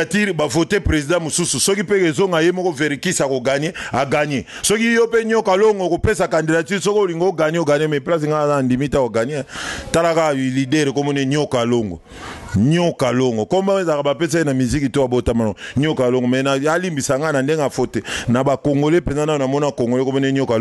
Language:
Lingala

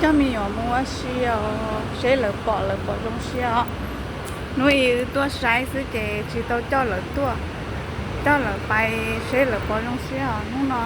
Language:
Hmong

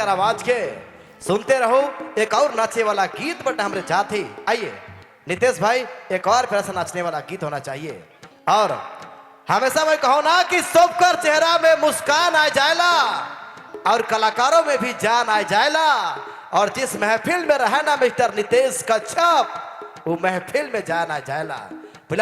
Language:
Sadri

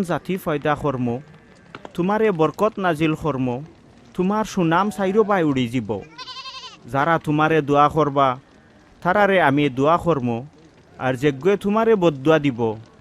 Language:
Sylheti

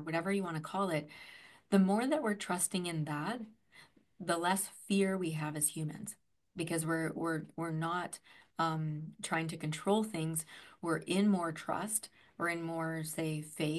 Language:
English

